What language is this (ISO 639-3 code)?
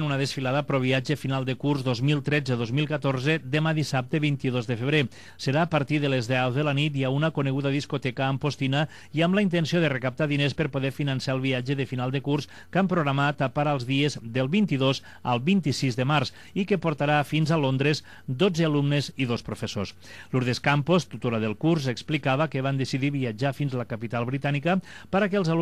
cat